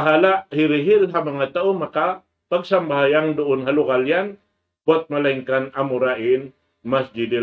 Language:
Tausug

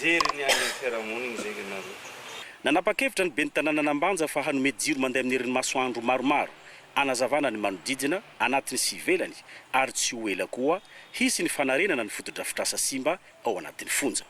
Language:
Malagasy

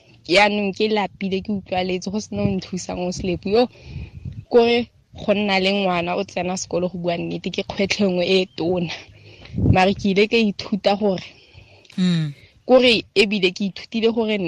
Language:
Tswana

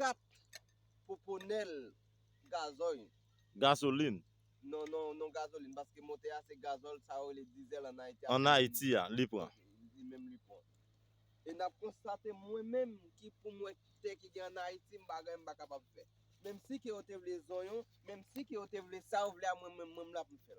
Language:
Haitian Creole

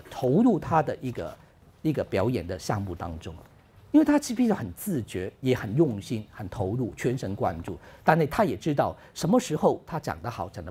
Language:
Chinese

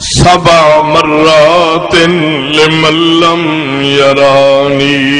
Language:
Saraiki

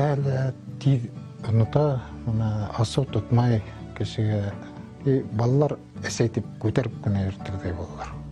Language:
Bashkir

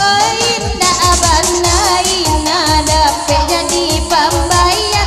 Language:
Minangkabau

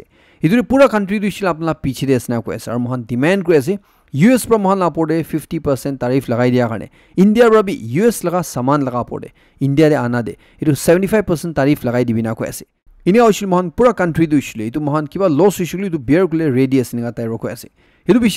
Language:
Naga Pidgin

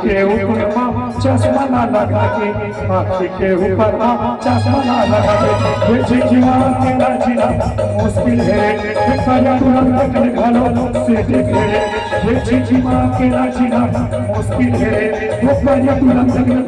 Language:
Chhattisgarhi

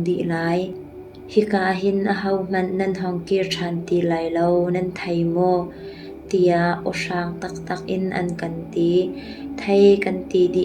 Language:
Hakha Chin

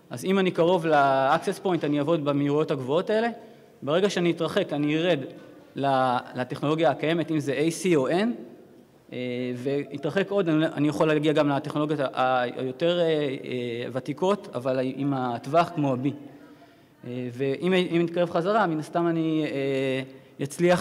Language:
Hebrew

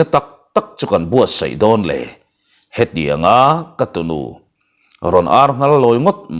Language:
Mizo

